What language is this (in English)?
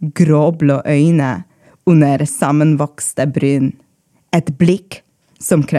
Norwegian